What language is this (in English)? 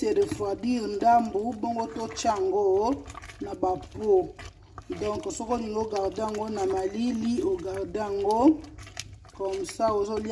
Lingala